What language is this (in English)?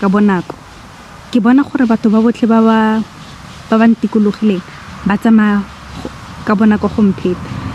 Tswana